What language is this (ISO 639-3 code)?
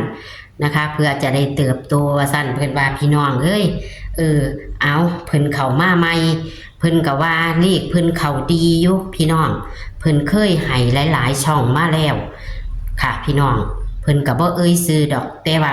tts